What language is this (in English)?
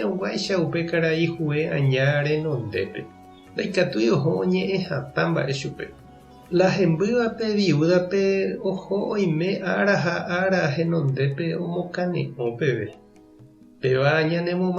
Guarani